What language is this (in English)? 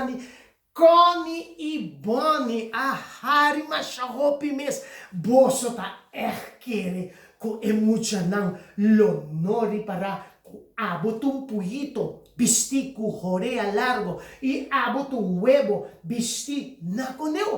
Papiamento